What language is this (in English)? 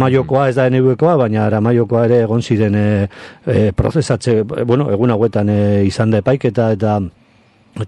Basque